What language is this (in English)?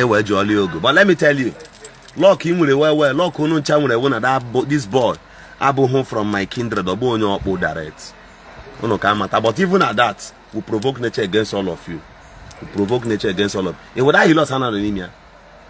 Igbo